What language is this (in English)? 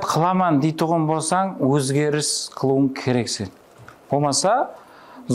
Kara-Kalpak